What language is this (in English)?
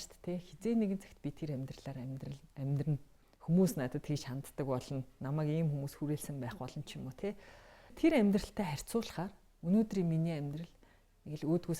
Mongolian